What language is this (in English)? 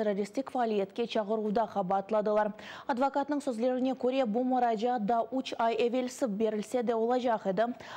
Crimean Tatar